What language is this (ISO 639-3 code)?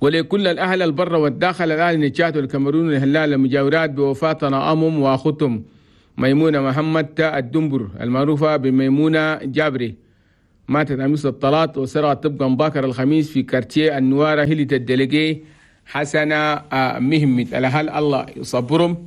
shu